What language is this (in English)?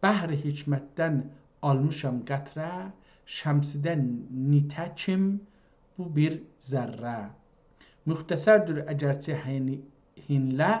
South Azerbaijani